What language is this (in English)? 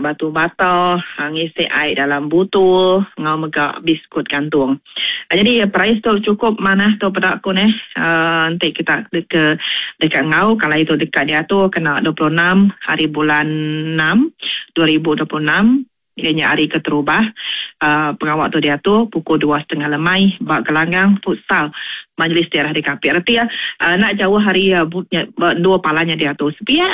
Iban